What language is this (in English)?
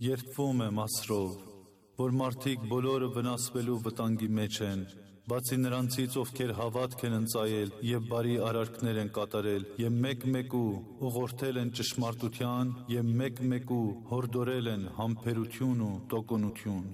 Armenian